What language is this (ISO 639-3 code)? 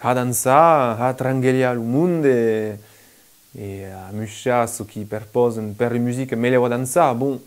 oci